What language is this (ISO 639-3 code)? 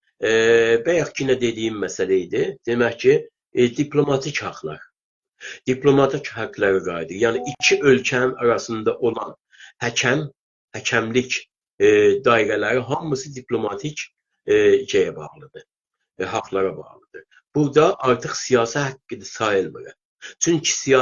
azb